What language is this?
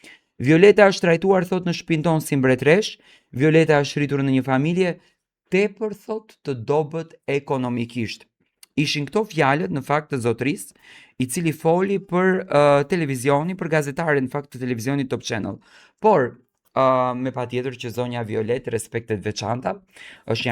Albanian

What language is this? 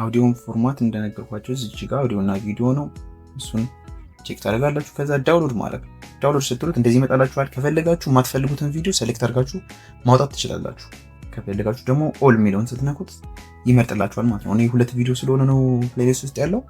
Amharic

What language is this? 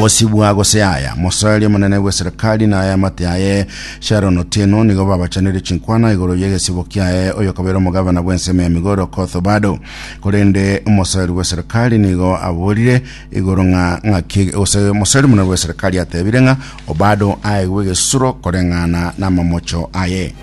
Gusii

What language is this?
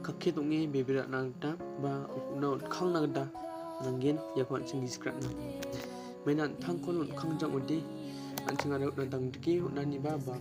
Garo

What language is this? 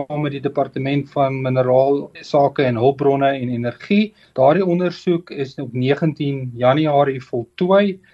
Afrikaans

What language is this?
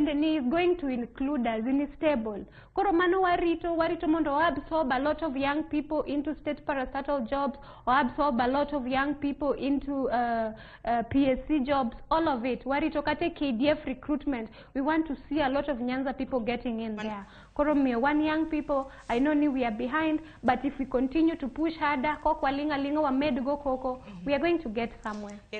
Luo (Kenya and Tanzania)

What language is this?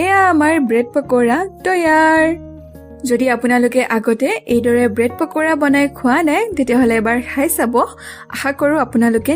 Assamese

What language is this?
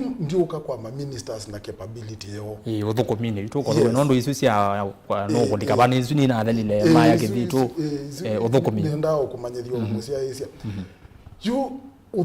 Kamba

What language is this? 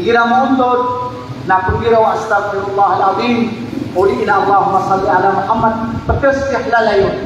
Maranao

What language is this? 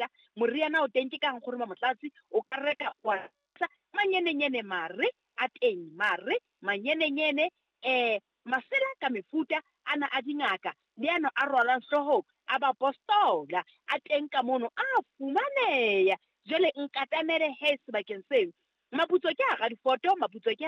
Southern Sotho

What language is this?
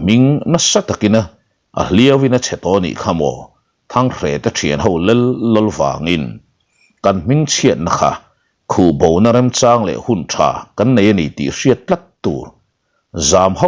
Mizo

